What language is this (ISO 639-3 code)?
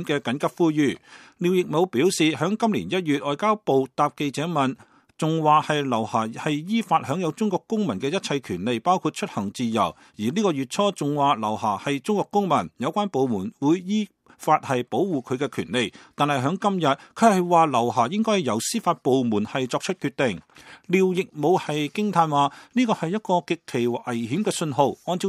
yue